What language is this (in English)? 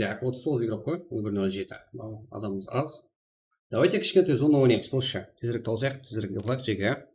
Kara-Kalpak